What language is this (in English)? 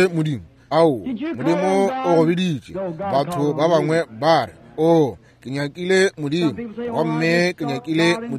Northern Sotho